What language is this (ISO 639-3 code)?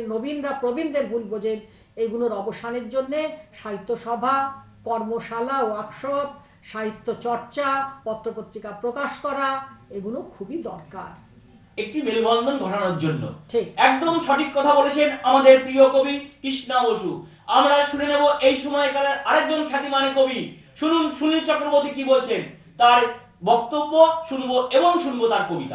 ben